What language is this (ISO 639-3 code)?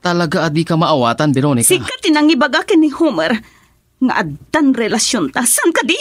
ilo